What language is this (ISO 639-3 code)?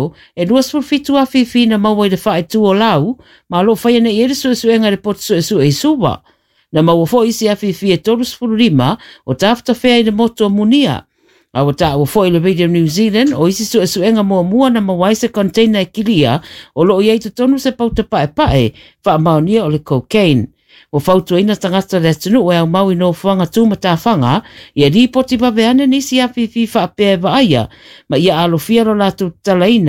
smo